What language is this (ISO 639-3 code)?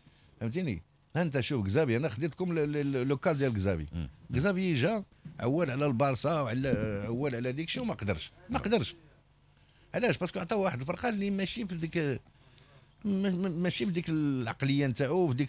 ary